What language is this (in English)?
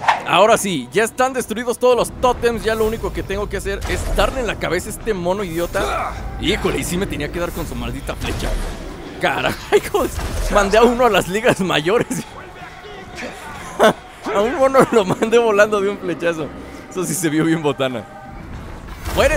Spanish